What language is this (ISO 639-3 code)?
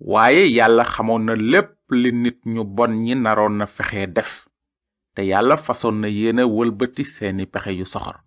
wol